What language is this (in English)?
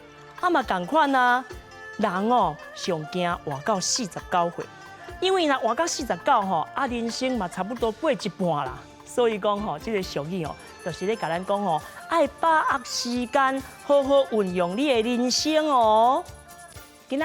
Min Nan Chinese